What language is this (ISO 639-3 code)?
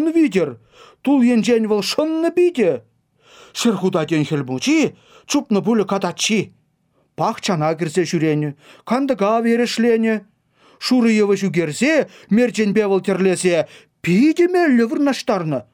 chv